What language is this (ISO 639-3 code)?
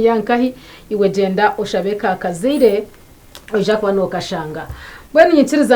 nyn